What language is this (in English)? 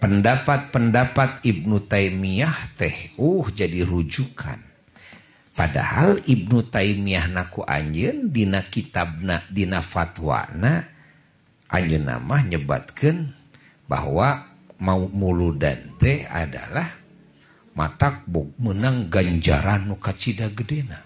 Sundanese